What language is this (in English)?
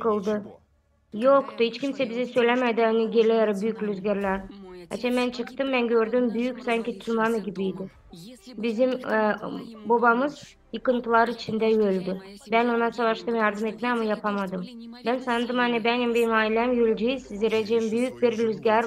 Gagauz